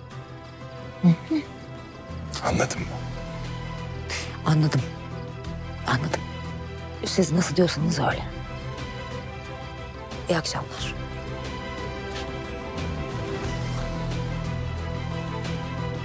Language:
Turkish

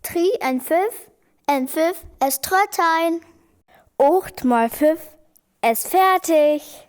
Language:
Northern Frisian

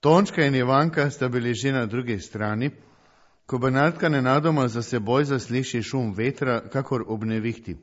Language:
Slovenian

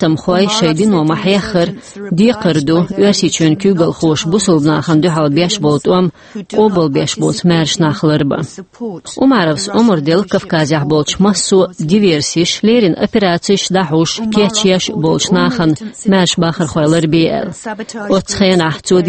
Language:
Chechen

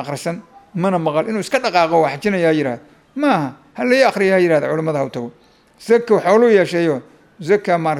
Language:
Somali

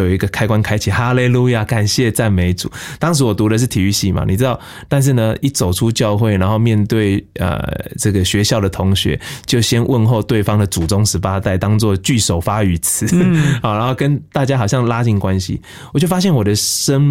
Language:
Chinese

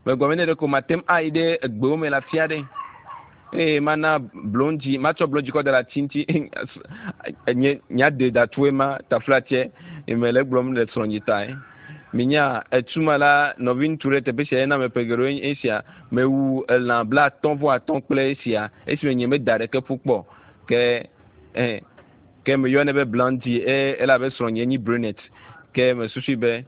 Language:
Ewe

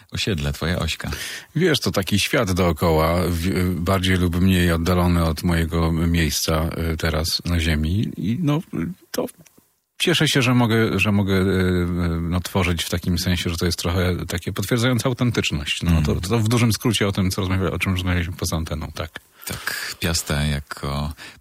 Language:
Polish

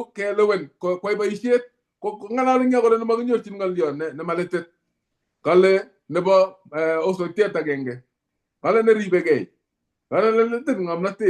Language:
Kalenjin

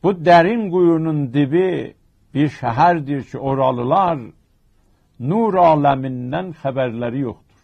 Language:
South Azerbaijani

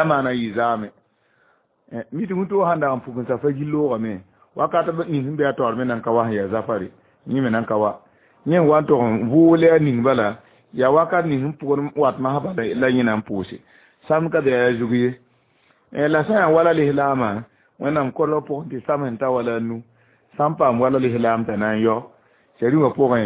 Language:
Mossi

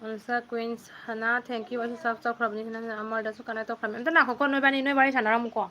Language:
Manipuri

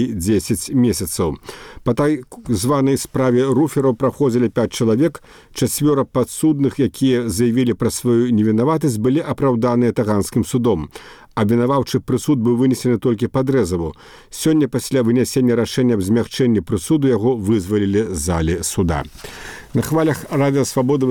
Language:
Belarusian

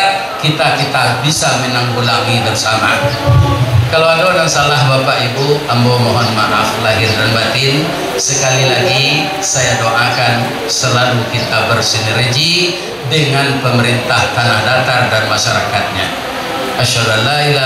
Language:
Minangkabau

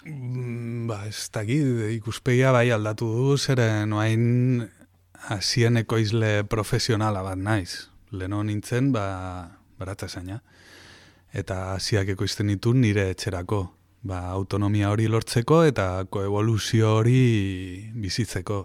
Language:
Basque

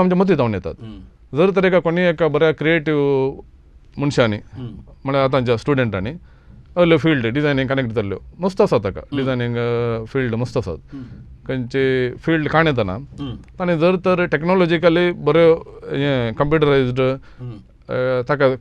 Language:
Konkani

